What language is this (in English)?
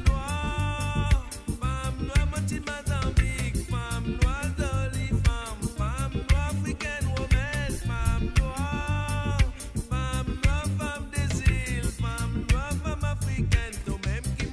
Morisyen